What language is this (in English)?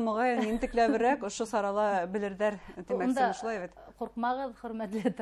Bashkir